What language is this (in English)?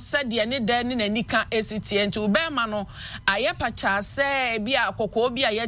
Akan